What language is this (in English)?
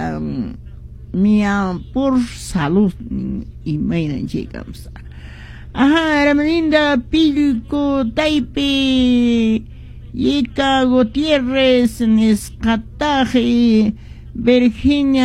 Quechua